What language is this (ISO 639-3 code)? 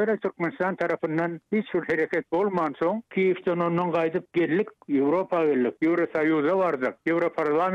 tuk